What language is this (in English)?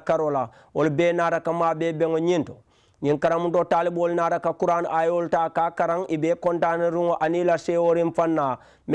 Mandingo